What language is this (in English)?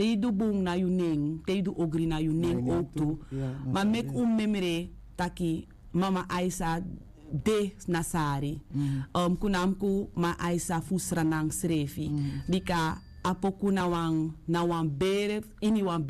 Sranan Tongo